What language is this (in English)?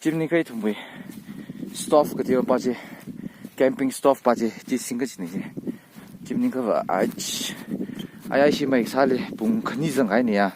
Tangkhul Naga (India)